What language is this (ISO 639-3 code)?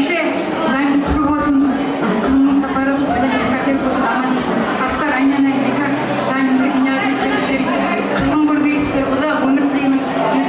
kaa